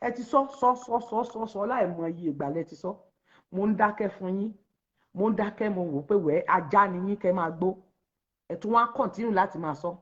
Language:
Yoruba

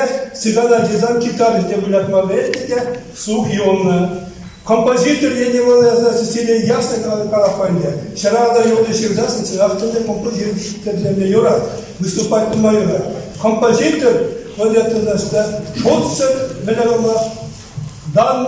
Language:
Chuvash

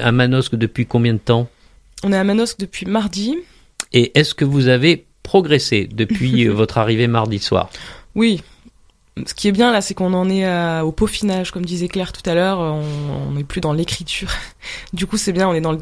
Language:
French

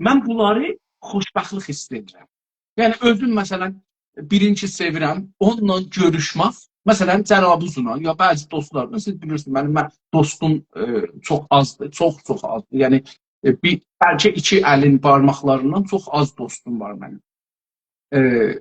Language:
South Azerbaijani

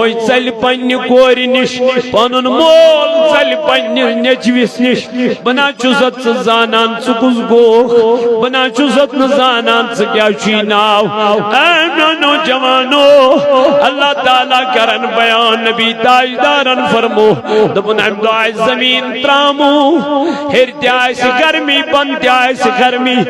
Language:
Kashmiri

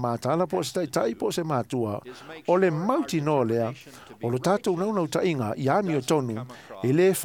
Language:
Samoan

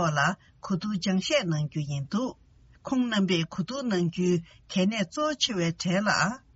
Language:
Tibetan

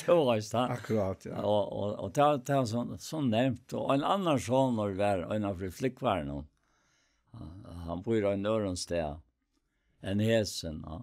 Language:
Faroese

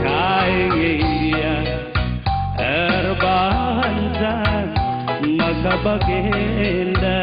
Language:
Batak Karo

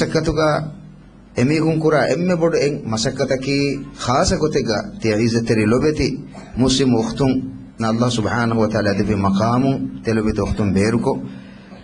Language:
Divehi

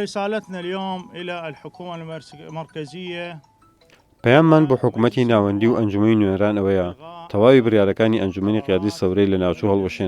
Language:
Central Kurdish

